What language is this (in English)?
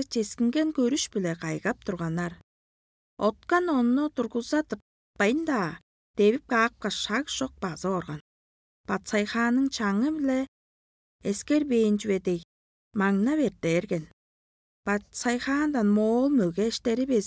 Tuvinian